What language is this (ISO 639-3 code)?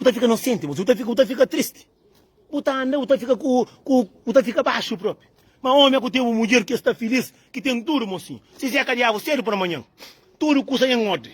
kea